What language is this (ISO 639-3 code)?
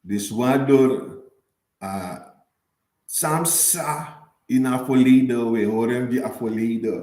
srn